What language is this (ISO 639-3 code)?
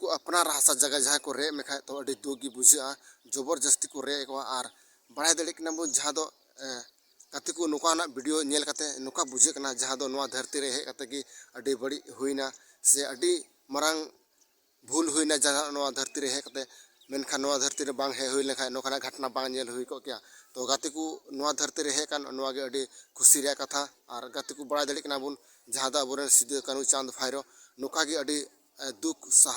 sat